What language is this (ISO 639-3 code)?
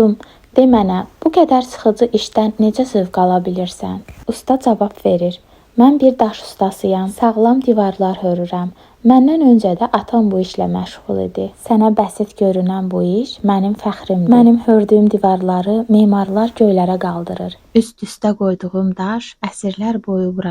aze